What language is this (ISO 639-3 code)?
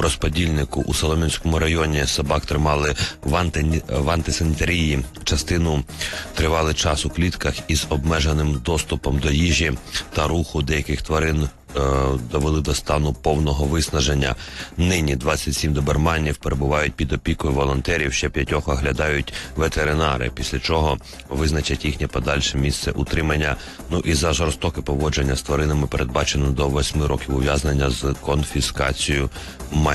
ukr